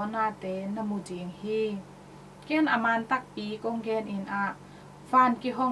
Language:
Tedim Chin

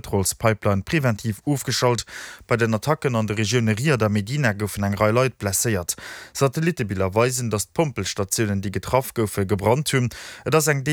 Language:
Luxembourgish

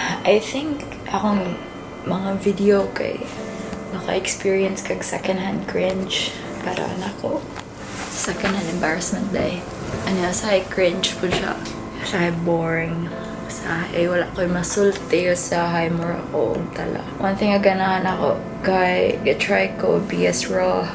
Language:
Cebuano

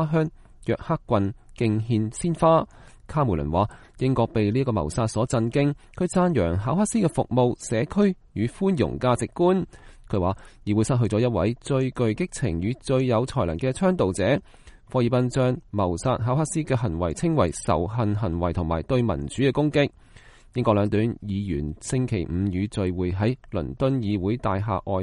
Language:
Cantonese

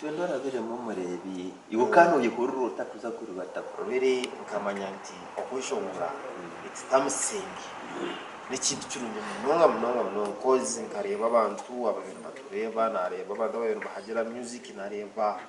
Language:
Nyankole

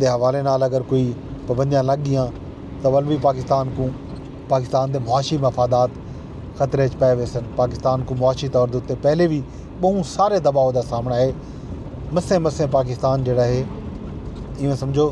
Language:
Saraiki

